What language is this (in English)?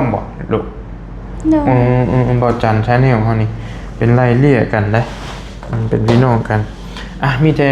Lao